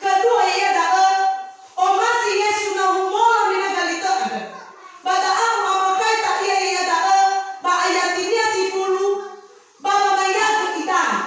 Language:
Nias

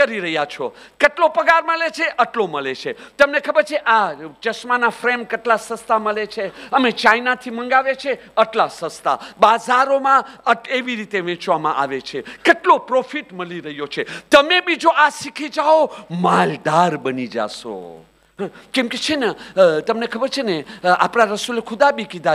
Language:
Gujarati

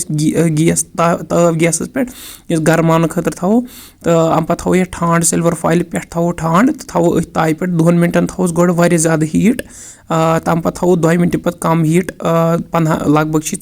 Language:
Kashmiri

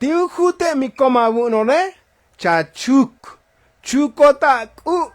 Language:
Tzotzil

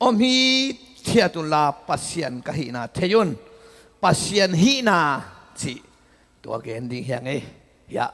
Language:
Tedim Chin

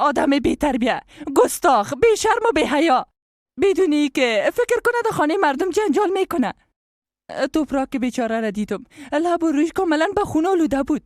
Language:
Persian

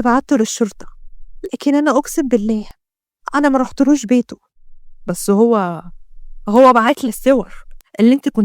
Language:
Egyptian Arabic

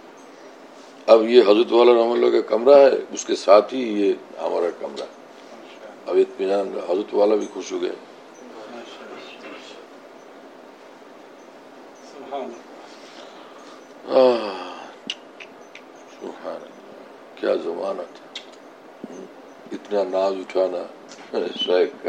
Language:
Urdu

